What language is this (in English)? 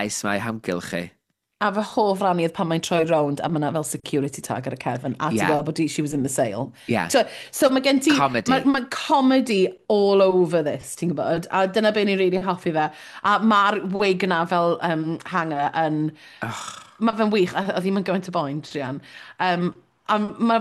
Welsh